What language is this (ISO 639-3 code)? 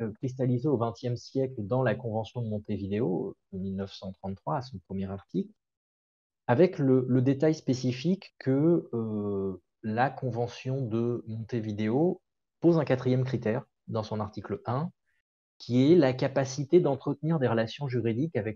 fra